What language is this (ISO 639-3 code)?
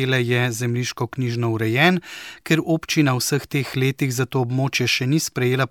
slv